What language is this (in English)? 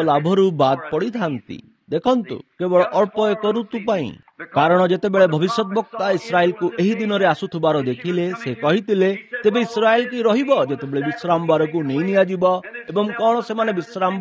Odia